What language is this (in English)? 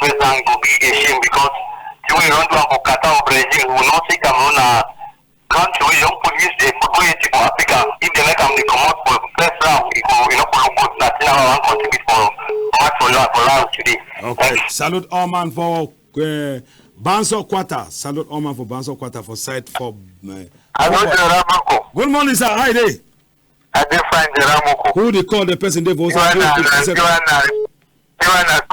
Cameroon Pidgin